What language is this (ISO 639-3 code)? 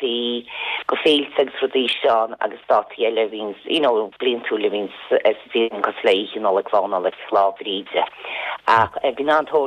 gle